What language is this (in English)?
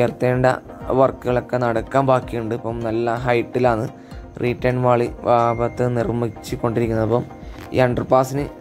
Malayalam